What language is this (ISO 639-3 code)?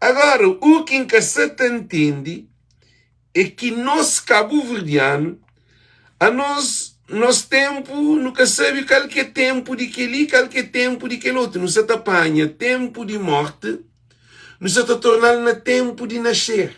kea